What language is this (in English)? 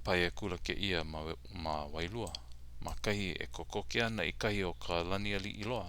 Hawaiian